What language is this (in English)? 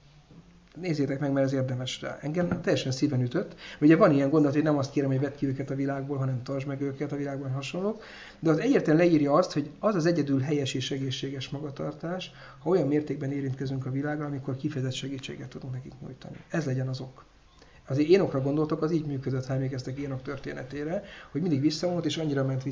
Hungarian